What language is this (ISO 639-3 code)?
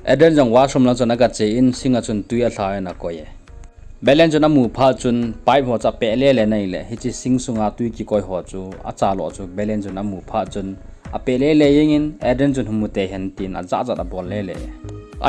tcz